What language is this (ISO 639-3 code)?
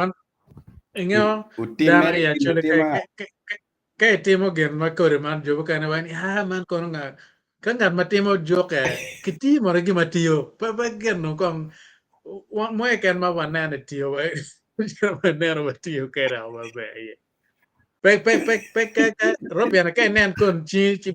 ach